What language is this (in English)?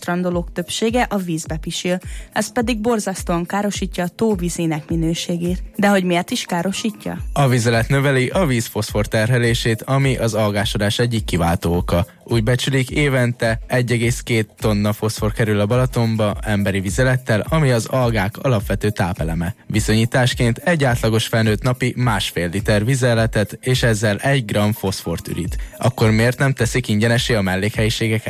Hungarian